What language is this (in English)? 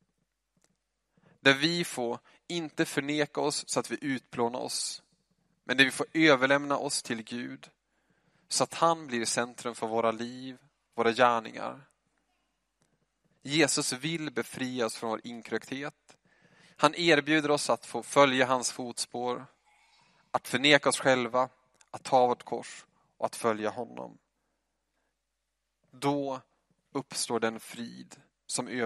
Swedish